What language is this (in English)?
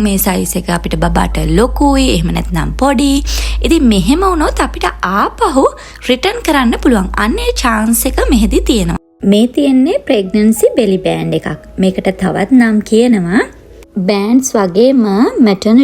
Sinhala